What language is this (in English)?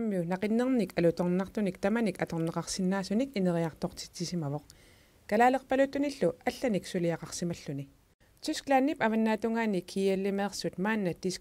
Kalaallisut